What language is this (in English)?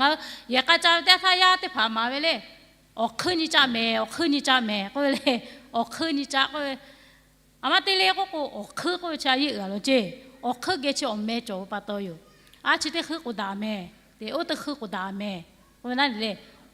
Lahu